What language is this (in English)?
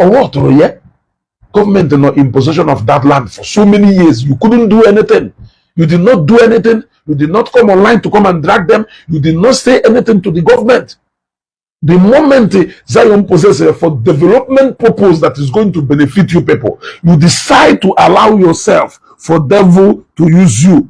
Igbo